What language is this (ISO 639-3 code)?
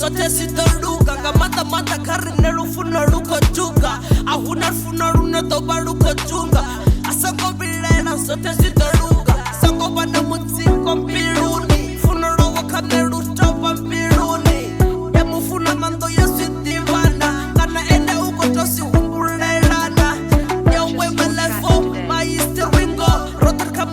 ven